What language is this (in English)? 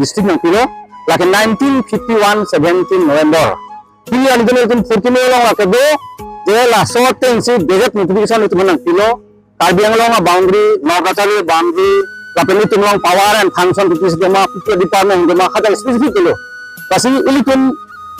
Karbi